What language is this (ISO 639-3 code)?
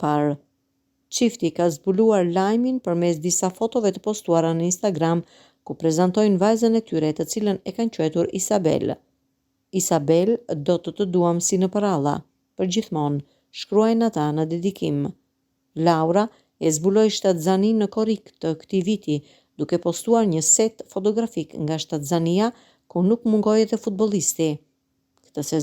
sqi